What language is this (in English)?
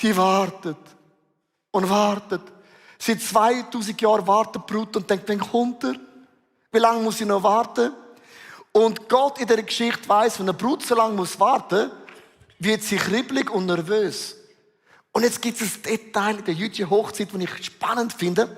Swiss German